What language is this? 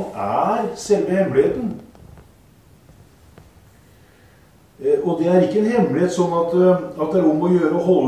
Norwegian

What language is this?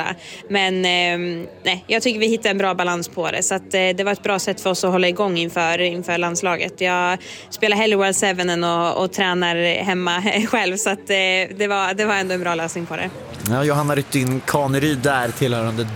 Swedish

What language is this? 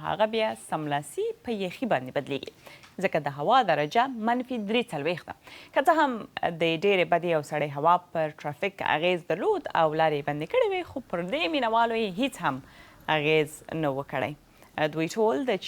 Pashto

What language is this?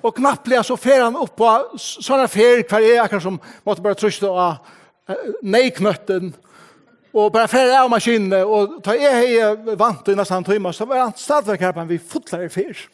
Faroese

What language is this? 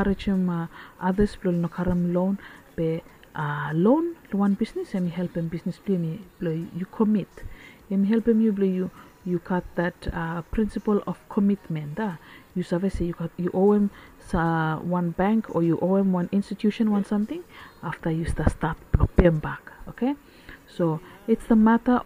Bislama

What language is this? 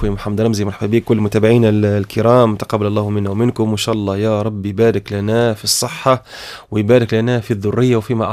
Tunisian Arabic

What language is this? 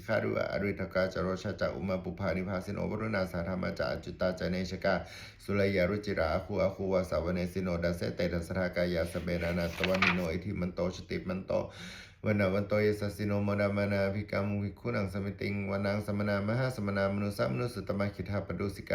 Pali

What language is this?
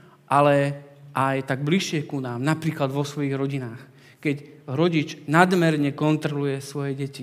Slovak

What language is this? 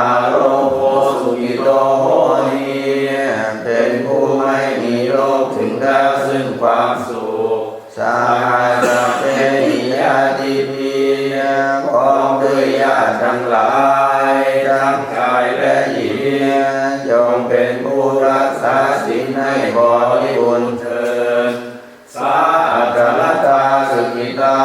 Pali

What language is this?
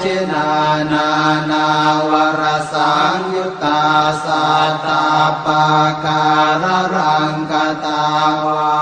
Pali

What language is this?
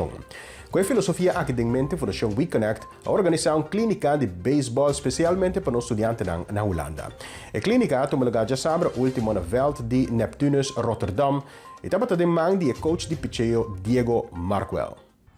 Papiamento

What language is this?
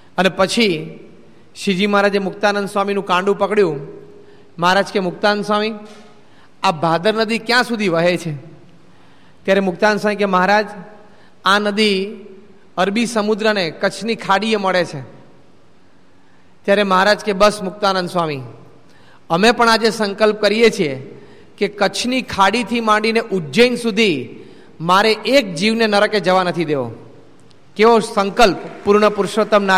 Gujarati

